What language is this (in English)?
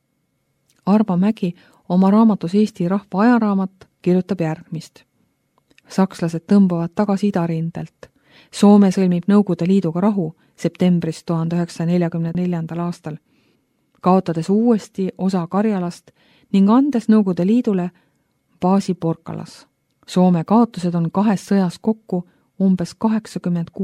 Estonian